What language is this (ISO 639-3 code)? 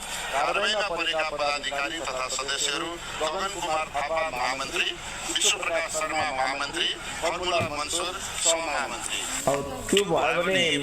nep